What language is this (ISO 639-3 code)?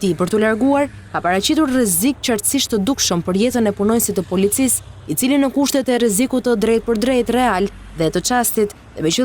sqi